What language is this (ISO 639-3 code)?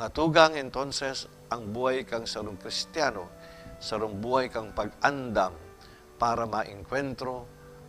bik